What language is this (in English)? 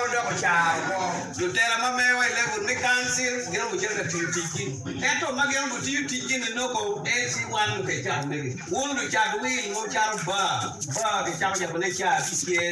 Acoli